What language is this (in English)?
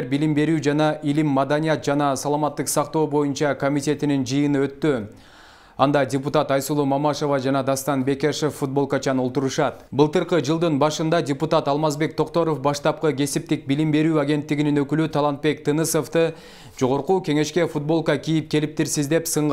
Kyrgyz